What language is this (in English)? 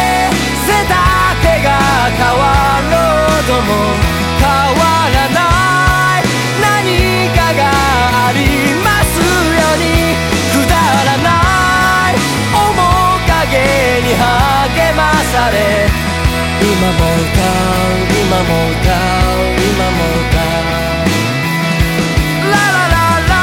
Japanese